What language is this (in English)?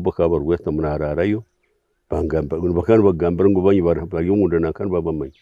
Nyankole